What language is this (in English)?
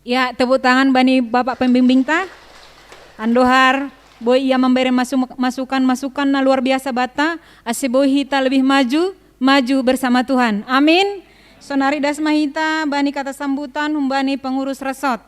Batak Simalungun